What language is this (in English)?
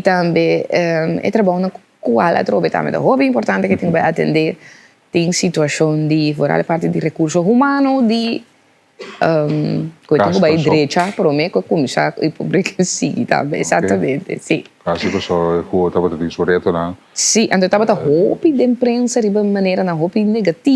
Papiamento